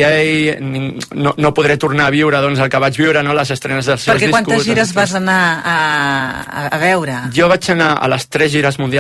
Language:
Catalan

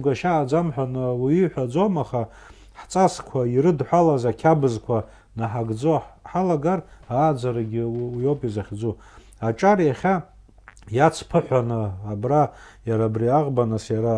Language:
Abkhazian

